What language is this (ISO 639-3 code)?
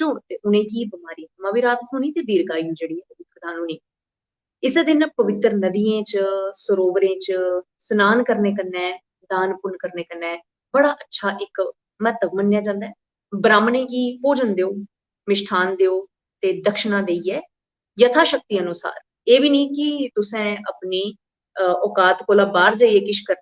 doi